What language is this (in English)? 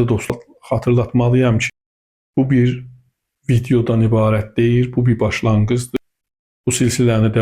Azerbaijani